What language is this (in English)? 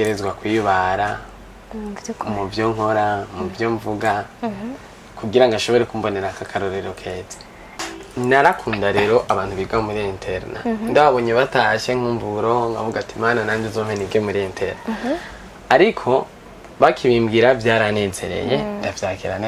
Rundi